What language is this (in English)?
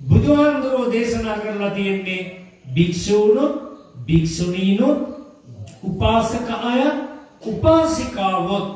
Sinhala